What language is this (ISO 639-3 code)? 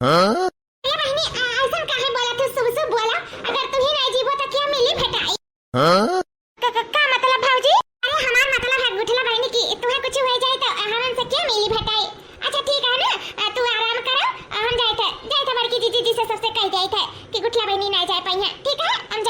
awa